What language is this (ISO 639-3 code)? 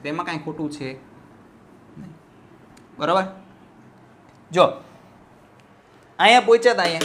guj